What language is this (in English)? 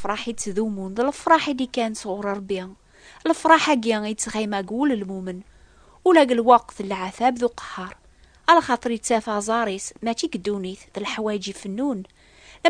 Kabyle